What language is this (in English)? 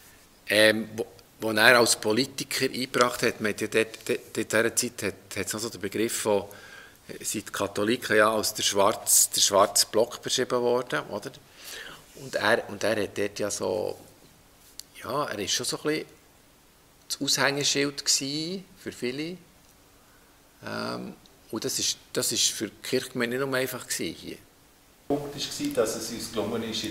German